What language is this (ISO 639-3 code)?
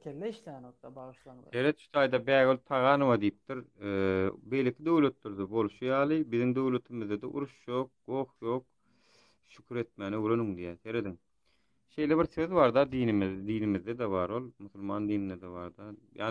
tuk